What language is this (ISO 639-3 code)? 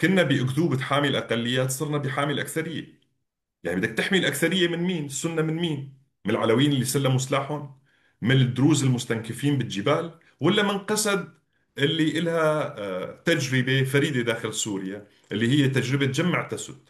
apc